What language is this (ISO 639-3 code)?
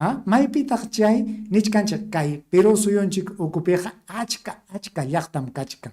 quy